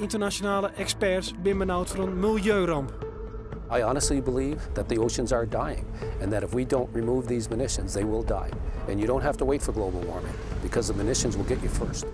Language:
Western Frisian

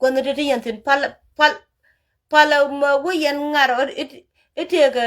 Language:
Nuer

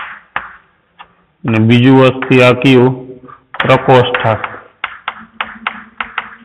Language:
Gujarati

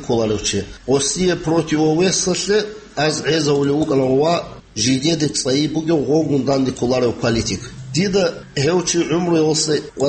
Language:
Avaric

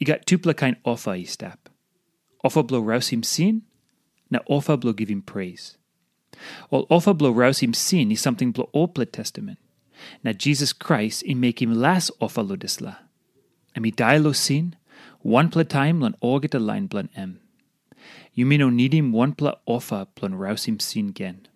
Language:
Tok Pisin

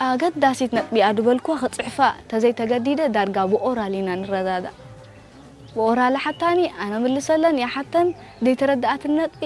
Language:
Tigrinya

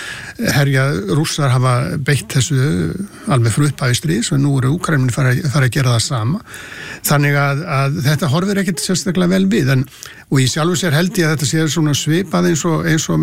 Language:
Icelandic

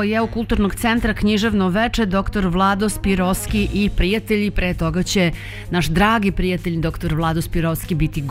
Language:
Serbian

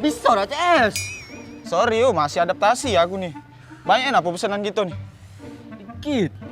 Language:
Musi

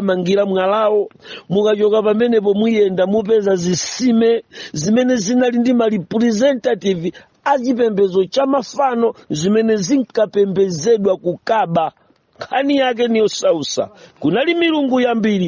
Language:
Nyanja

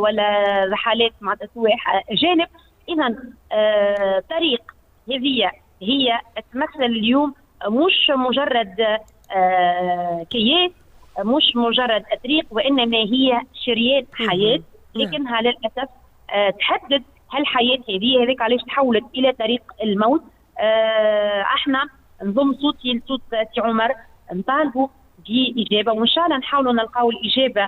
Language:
Tunisian Arabic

